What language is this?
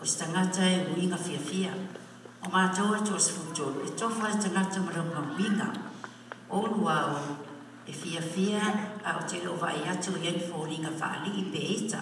Samoan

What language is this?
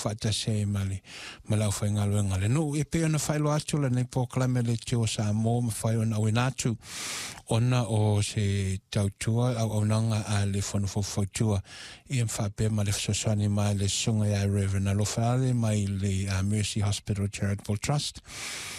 Samoan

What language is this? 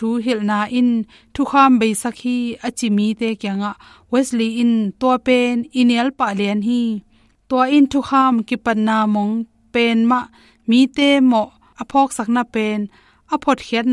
Tedim Chin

